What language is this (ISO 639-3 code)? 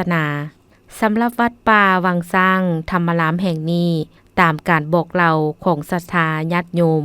lao